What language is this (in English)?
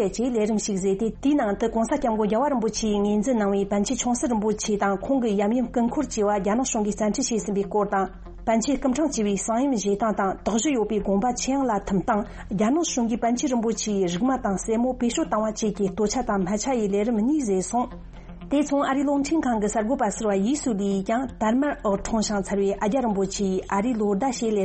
Tibetan